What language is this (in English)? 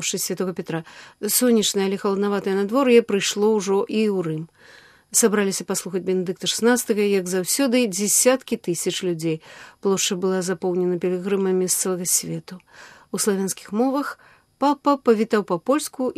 Belarusian